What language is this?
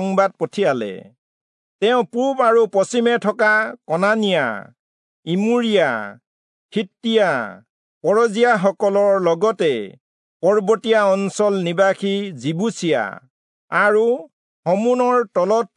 Assamese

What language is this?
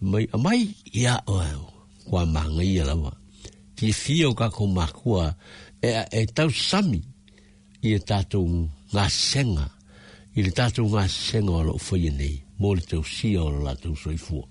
Samoan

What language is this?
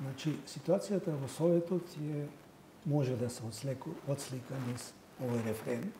Macedonian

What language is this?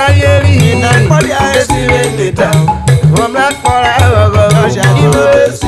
Urhobo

